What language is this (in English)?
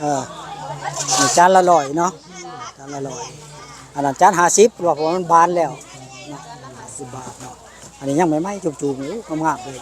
Northeastern Thai